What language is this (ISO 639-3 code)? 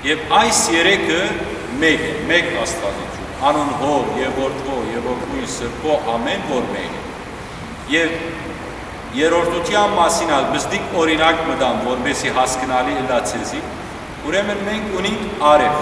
hyw